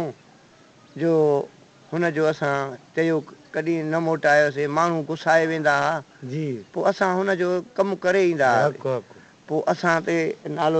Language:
Sindhi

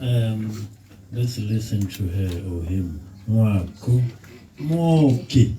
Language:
Tswana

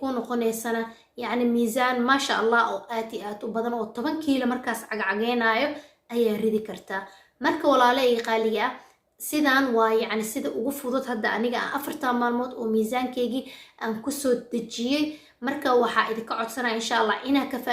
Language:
Somali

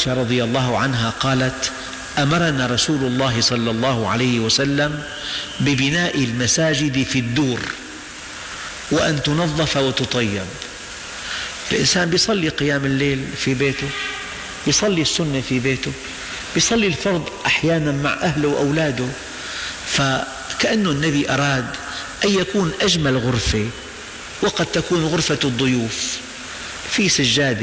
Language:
Arabic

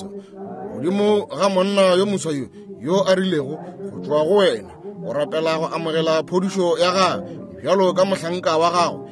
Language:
Northern Sotho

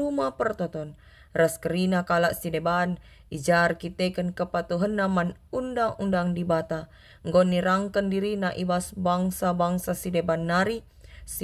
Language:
Batak Karo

